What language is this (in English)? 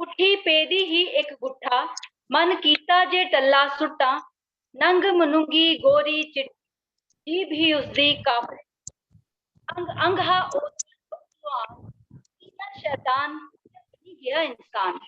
Dogri